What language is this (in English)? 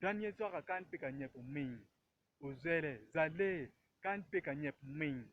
Acoli